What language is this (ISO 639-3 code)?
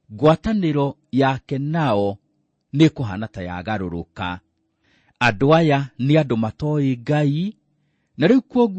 kik